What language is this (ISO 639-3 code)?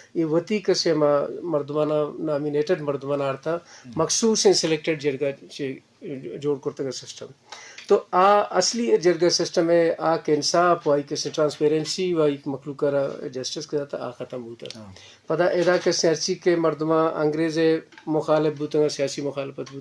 bgp